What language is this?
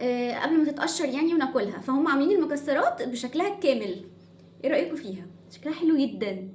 Egyptian Arabic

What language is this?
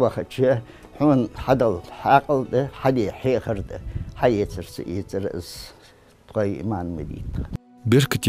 Ingush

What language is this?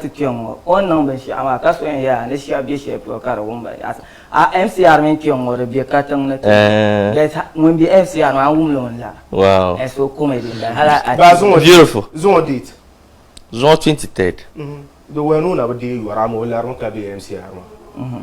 Dagbani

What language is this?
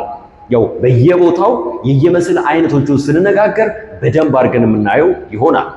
Amharic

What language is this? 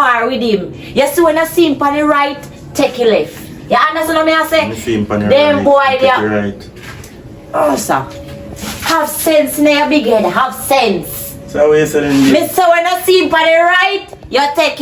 Jamaican Creole English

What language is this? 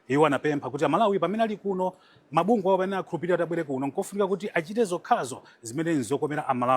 Nyanja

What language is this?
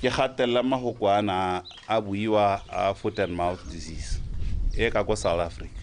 Tswana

